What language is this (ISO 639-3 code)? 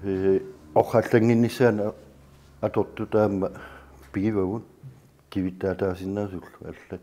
kal